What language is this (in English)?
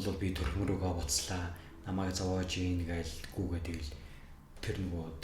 Mongolian